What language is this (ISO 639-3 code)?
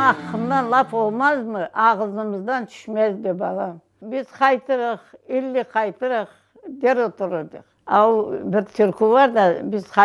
crh